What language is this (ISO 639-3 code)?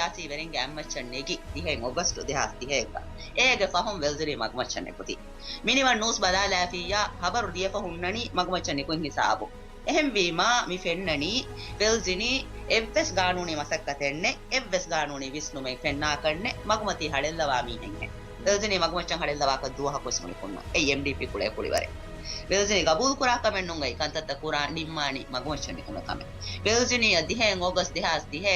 div